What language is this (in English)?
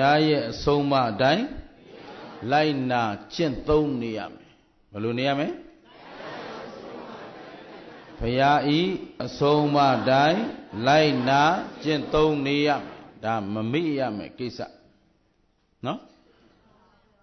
Burmese